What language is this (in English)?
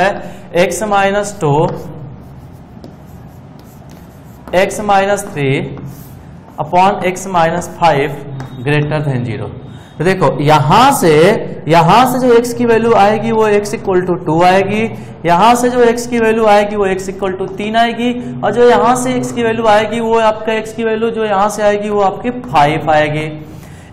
Hindi